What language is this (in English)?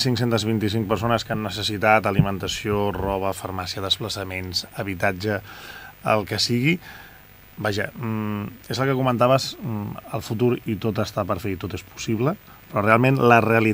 Catalan